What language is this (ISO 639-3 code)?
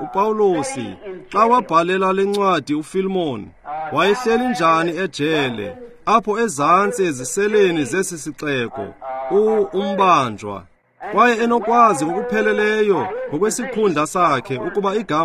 xho